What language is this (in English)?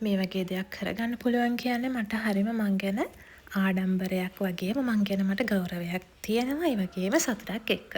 Sinhala